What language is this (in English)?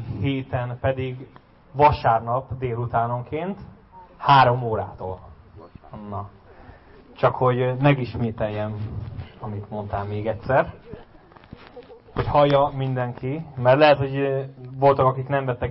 Hungarian